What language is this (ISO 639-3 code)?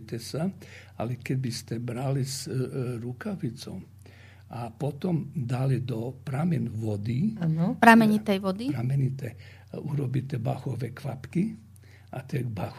slk